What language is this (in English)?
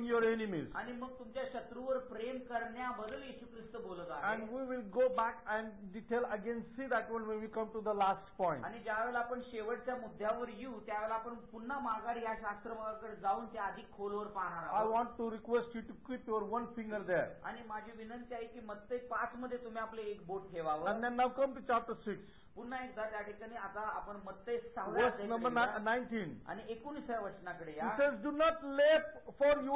Marathi